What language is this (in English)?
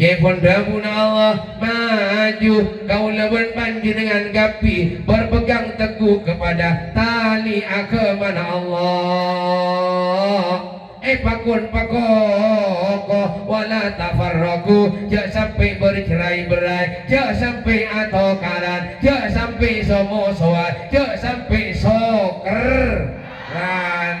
Madurese